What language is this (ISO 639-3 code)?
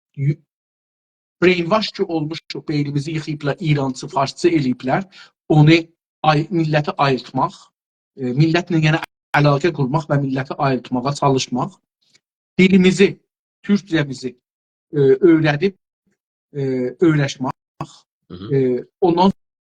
azb